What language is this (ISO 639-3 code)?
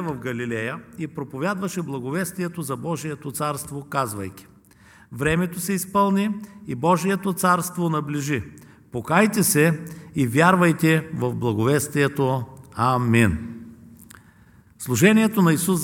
bul